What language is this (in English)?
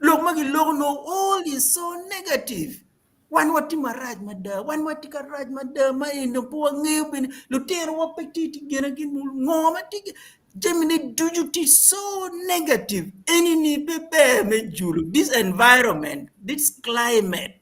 Acoli